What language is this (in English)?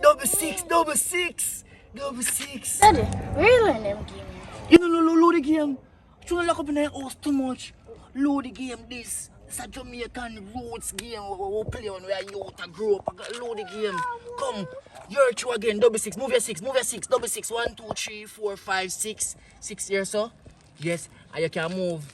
Jamaican Creole English